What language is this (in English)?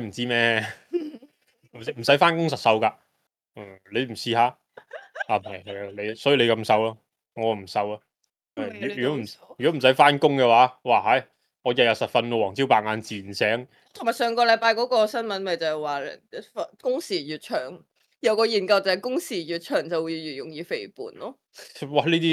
Cantonese